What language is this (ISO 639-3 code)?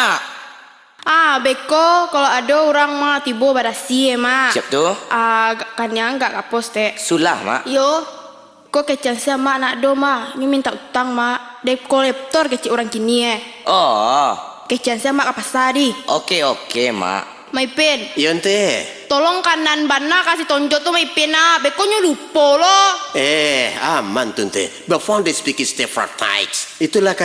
min